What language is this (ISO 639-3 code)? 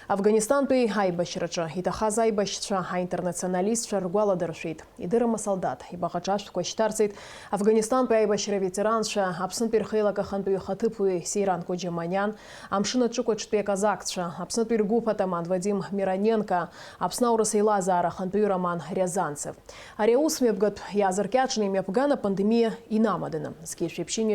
abk